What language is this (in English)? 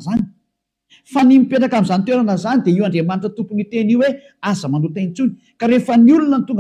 Malagasy